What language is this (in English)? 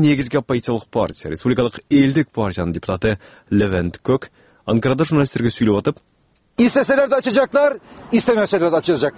Kyrgyz